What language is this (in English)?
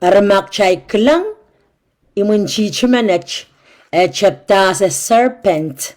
Pohnpeian